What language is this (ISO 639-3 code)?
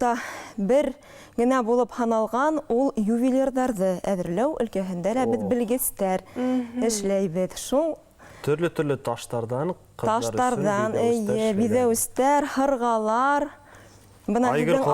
bak